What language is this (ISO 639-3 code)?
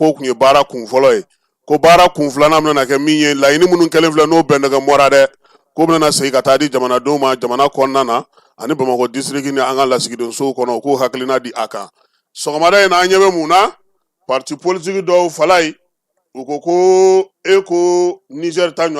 bam